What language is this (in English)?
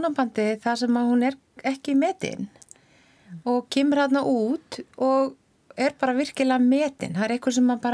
Icelandic